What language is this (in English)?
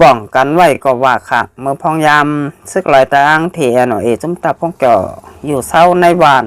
Shan